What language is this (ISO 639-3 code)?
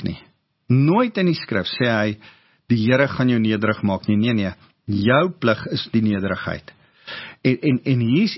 afr